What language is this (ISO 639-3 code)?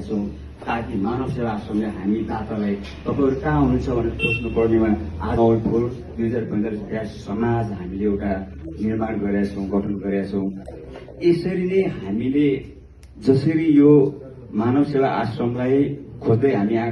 nep